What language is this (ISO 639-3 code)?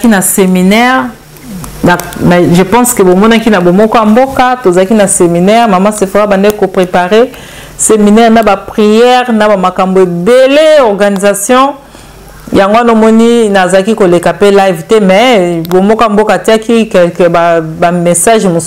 lin